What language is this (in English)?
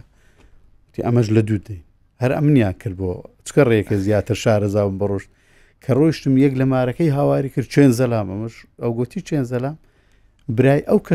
Central Kurdish